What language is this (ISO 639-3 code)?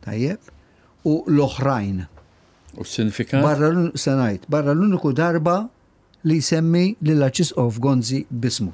mlt